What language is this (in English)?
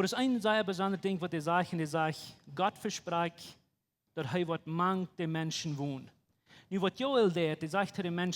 Plautdietsch